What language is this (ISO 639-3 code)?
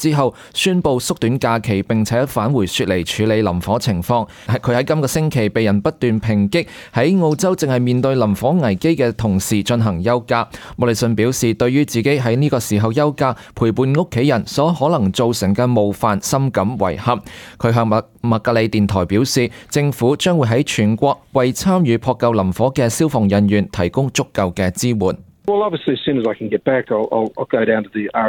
yue